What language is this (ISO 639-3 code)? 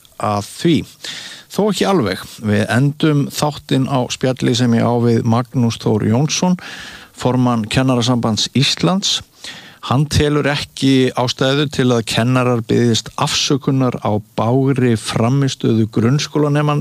isl